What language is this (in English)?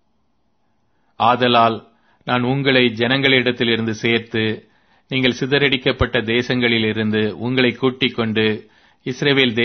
Tamil